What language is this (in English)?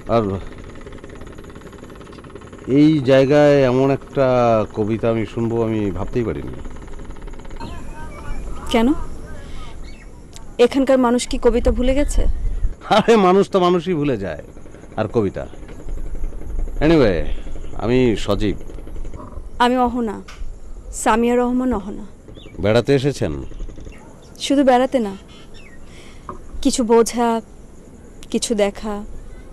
Bangla